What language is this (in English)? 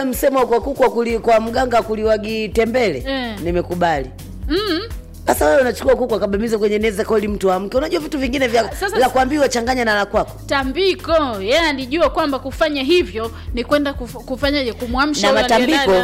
Swahili